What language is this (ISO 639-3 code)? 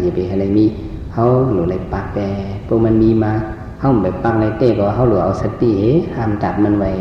shn